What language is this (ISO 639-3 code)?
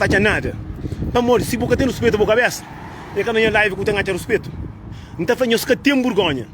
kea